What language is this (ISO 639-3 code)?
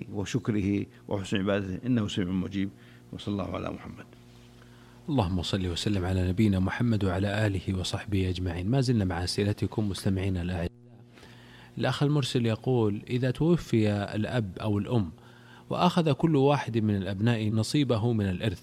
ara